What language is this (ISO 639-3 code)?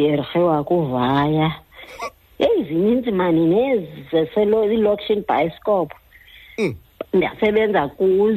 xho